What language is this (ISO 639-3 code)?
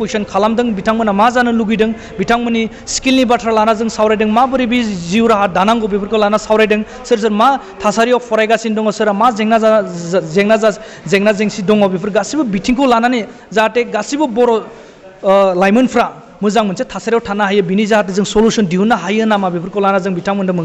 brx